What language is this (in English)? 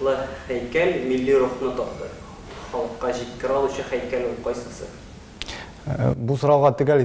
Tatar